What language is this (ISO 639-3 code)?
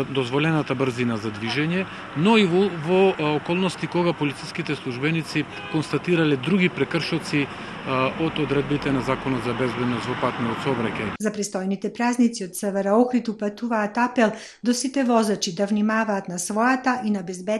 mkd